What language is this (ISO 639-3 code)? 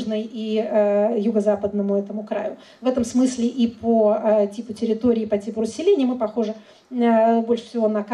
rus